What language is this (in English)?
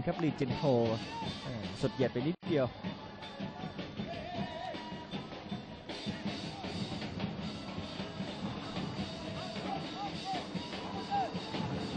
Thai